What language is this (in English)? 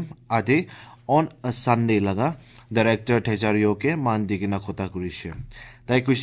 Assamese